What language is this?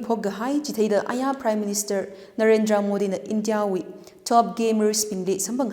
Tangkhul Naga (India)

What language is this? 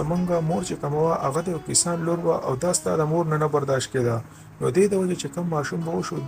Pashto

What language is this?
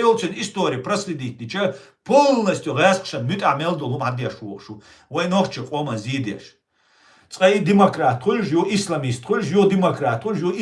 Chechen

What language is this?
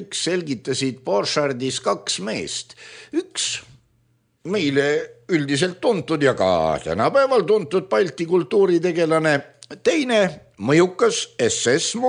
Estonian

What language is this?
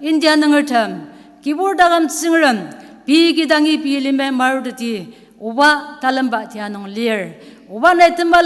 Ao Naga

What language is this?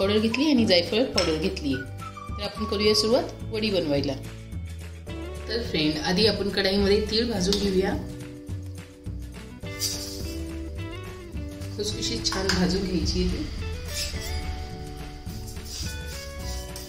Marathi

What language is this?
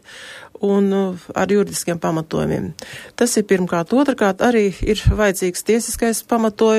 Latvian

